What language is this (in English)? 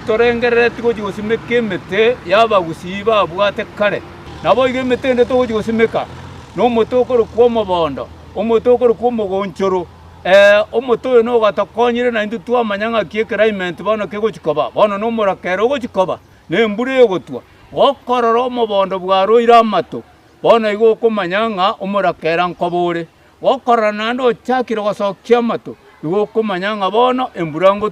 Gusii